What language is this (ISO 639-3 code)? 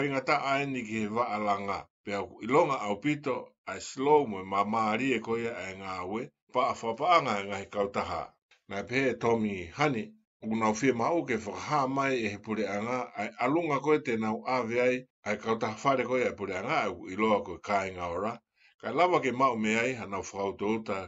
ton